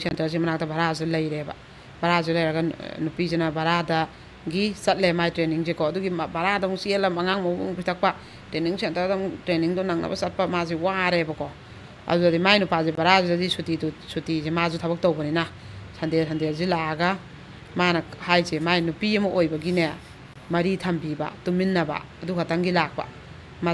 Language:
Manipuri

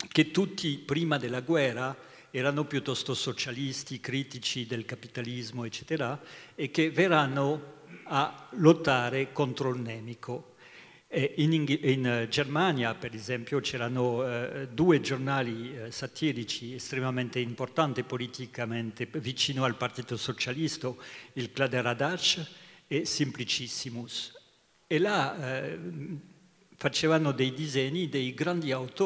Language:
Italian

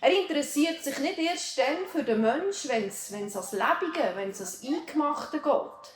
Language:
Swiss German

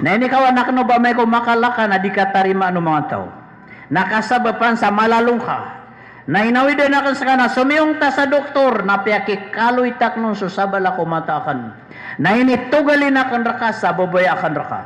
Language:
Maranao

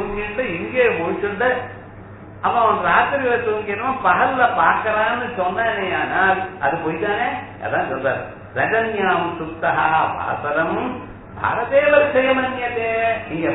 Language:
Tamil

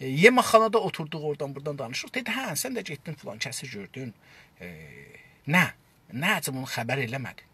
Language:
South Azerbaijani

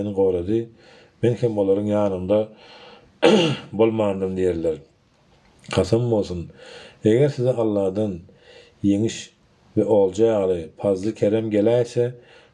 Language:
Turkmen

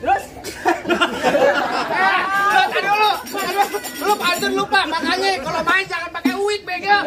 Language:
Betawi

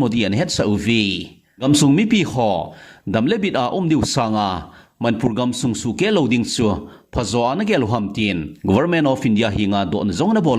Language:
Thado Chin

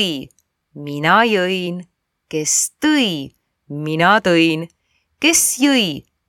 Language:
Estonian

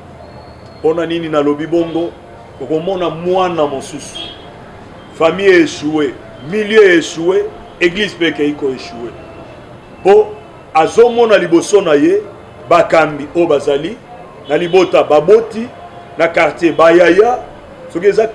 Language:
Lingala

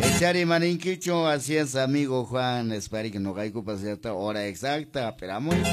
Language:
Quechua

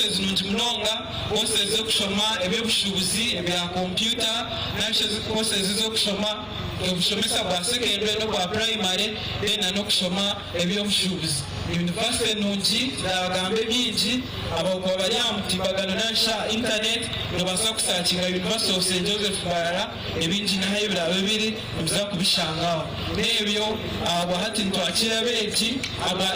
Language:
Nyankole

